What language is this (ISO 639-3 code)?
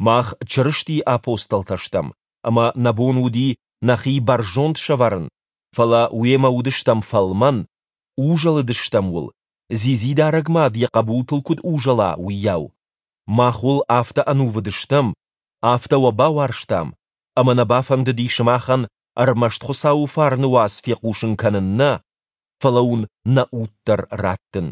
oss